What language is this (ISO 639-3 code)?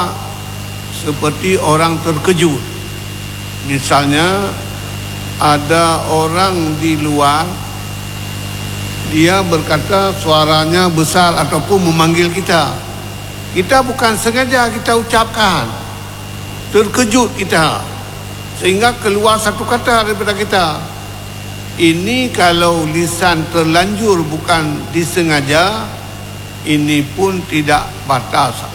msa